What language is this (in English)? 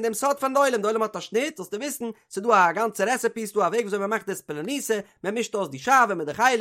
Yiddish